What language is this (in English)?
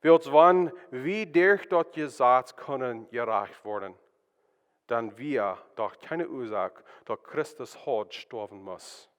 Plautdietsch